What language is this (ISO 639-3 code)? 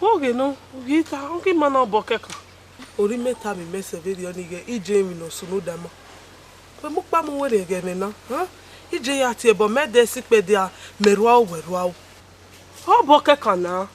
bin